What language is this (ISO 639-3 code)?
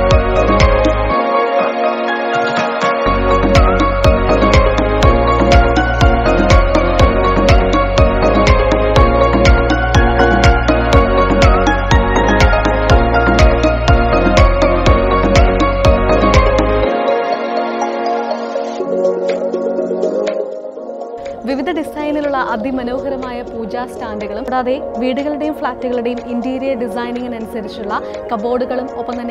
mal